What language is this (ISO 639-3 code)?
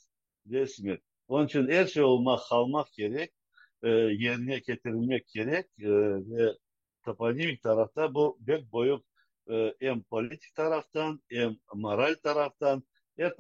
crh